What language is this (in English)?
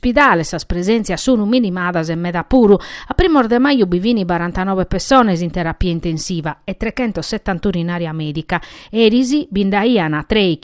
Sardinian